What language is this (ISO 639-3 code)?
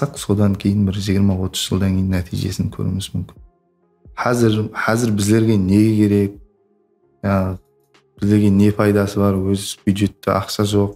kaa